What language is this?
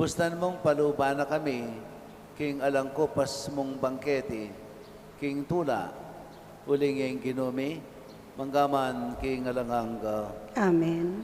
Pampanga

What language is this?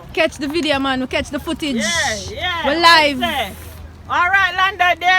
Jamaican Creole English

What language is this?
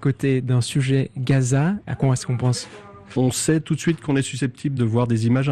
French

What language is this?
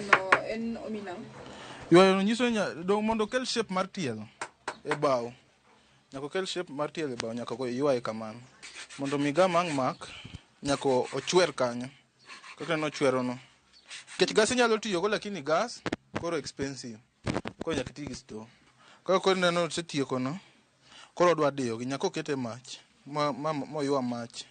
Luo (Kenya and Tanzania)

